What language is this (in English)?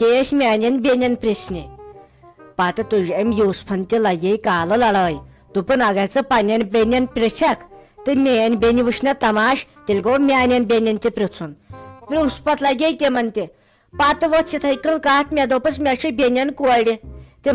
Kashmiri